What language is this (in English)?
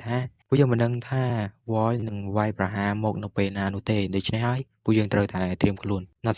Khmer